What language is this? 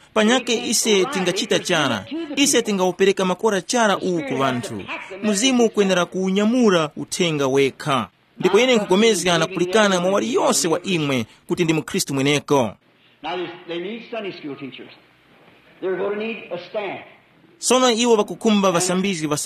Tumbuka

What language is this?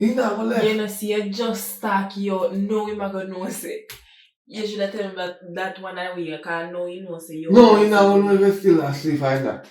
Jamaican Creole English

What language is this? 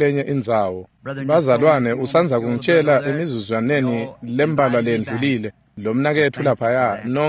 Swati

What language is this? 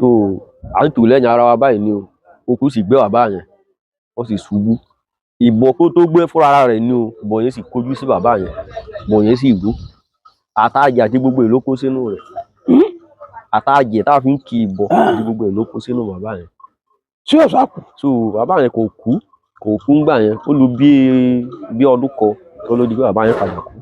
Yoruba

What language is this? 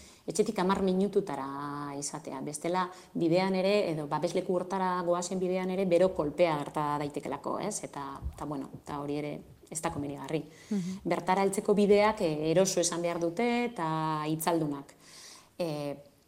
Basque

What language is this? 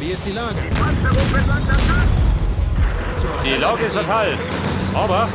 Bavarian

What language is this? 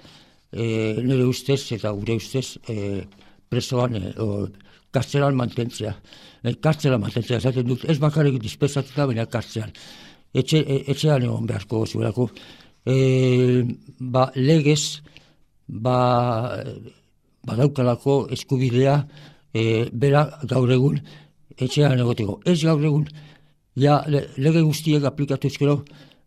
Basque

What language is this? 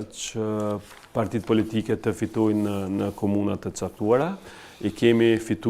Albanian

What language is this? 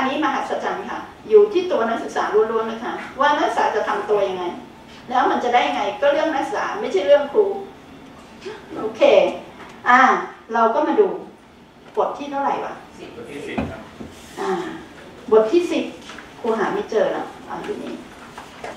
Thai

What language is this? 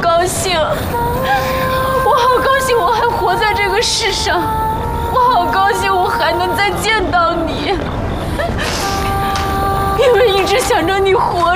Chinese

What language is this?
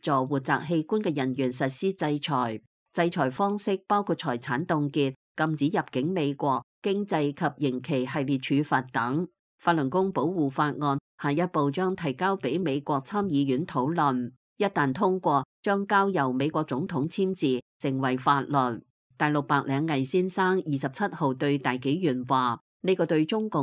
Cantonese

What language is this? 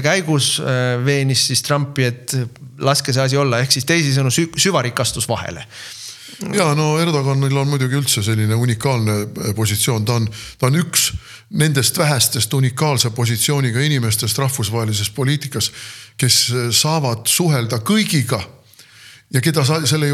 Estonian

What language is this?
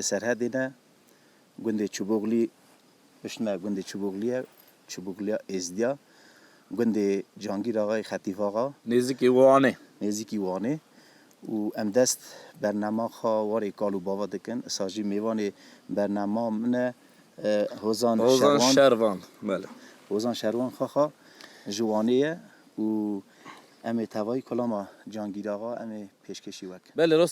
Kurdish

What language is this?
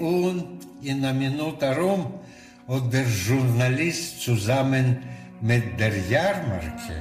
Yiddish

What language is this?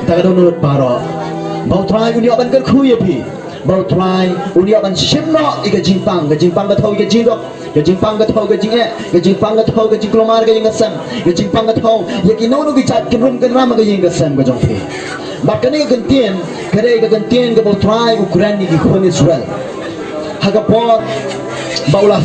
Khasi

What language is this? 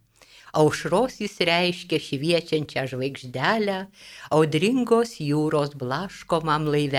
Lithuanian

